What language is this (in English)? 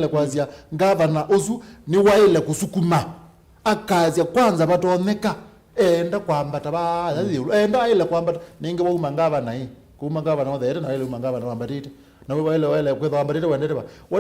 Kamba